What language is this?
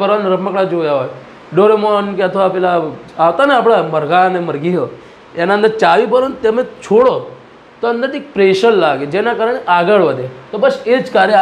Gujarati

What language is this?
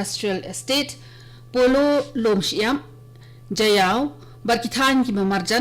Khasi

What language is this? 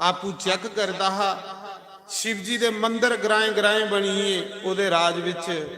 Dogri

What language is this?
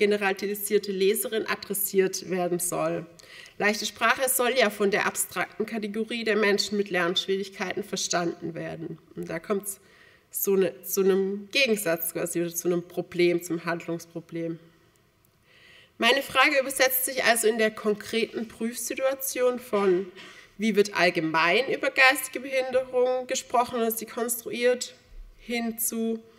German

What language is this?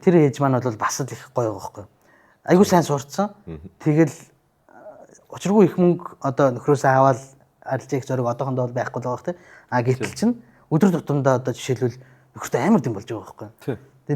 Mongolian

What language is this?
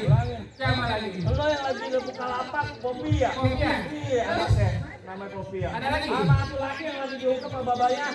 Betawi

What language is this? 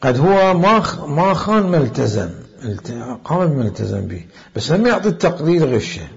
Mesopotamian Arabic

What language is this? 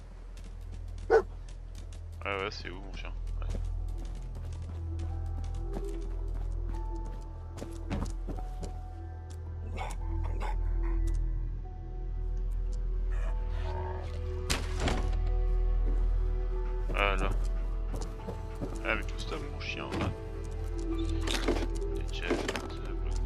French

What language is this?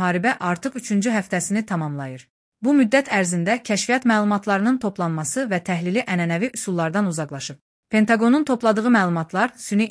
Azerbaijani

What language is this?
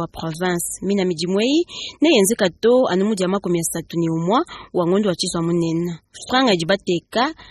Luba-Lulua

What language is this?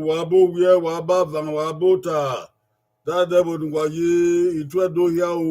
Bini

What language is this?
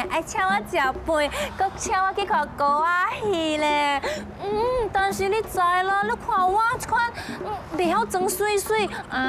Min Nan Chinese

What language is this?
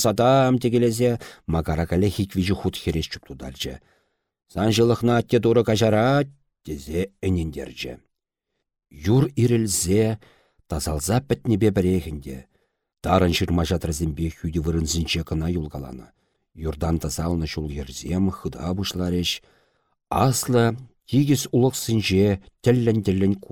Chuvash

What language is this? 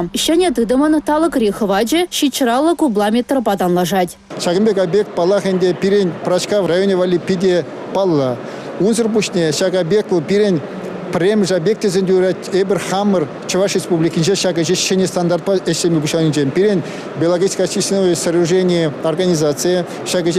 Chuvash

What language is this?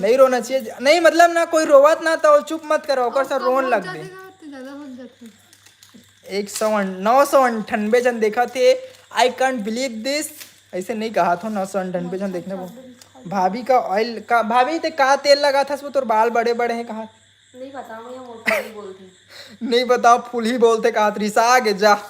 Chhattisgarhi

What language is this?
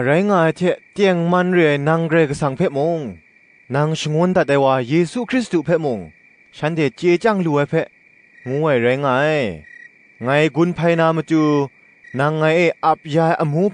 Kachin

